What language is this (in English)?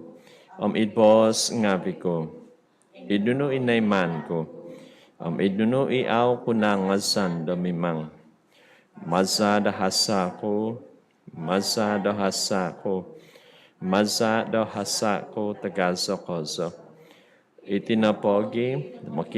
Central Dusun